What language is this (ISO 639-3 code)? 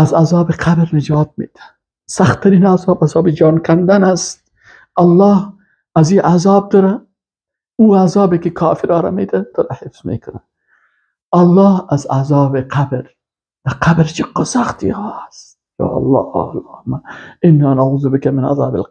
fas